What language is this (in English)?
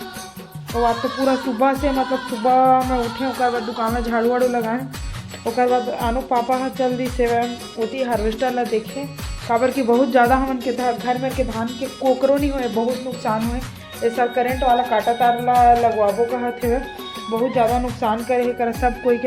Chhattisgarhi